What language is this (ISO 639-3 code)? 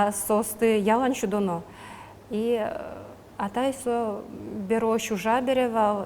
udm